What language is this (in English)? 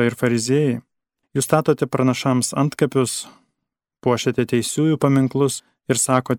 Lithuanian